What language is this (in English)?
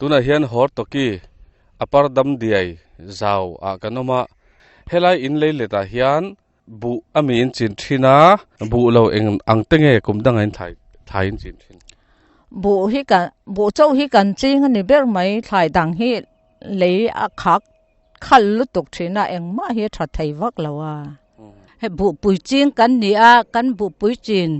Mizo